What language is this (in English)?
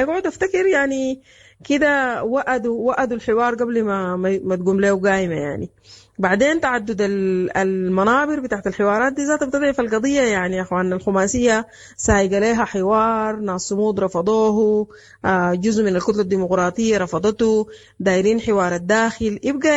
Sudanese Arabic